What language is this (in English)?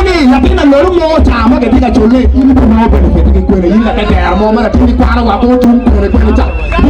Acoli